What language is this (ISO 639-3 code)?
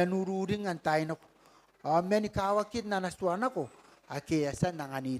gil